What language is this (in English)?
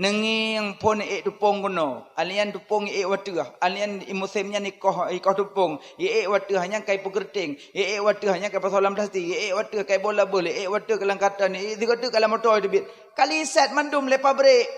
Achinese